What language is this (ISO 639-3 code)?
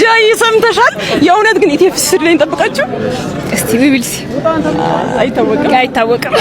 amh